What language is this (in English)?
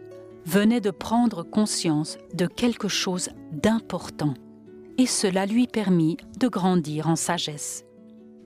French